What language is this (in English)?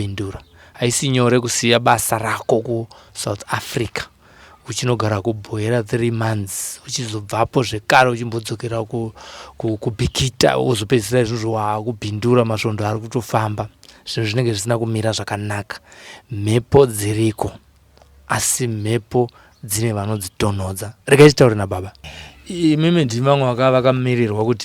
Shona